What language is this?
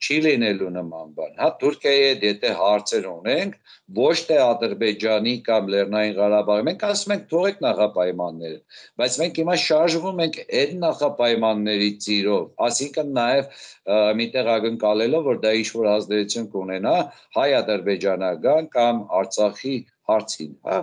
Armenian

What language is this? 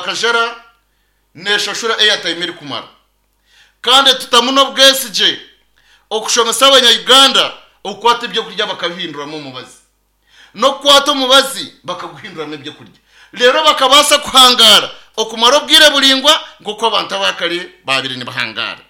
Nyankole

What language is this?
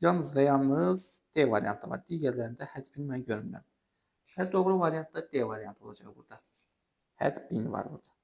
Azerbaijani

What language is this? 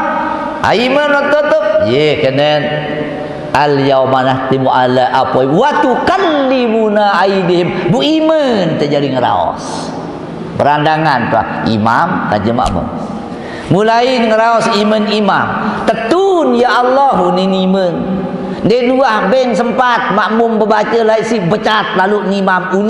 Sasak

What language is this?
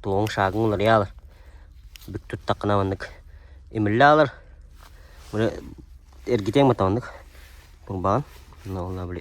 Yakut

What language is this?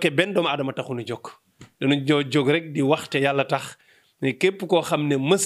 Wolof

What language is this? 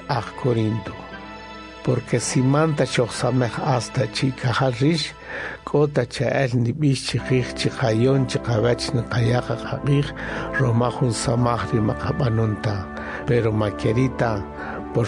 Kaqchikel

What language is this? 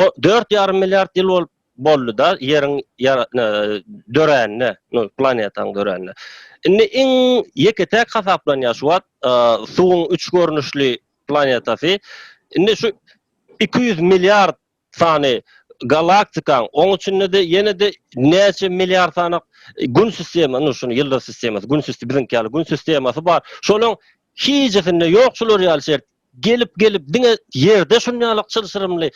Turkmen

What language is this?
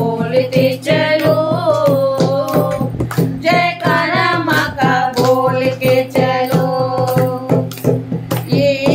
Hindi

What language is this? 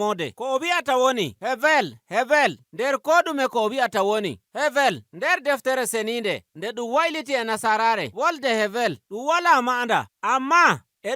Nigerian Fulfulde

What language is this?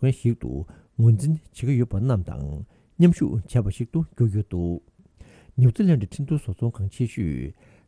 Tibetan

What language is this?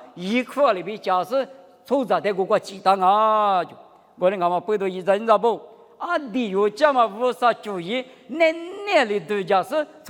Lisu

